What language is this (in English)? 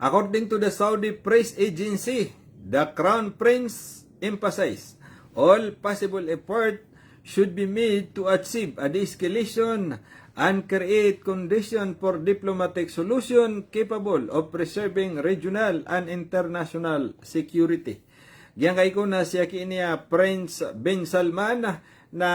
Maranao